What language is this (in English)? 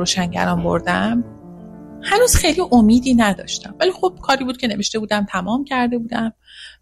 Persian